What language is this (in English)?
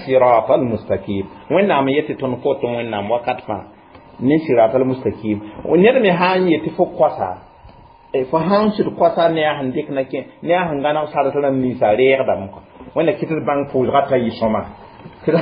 Mossi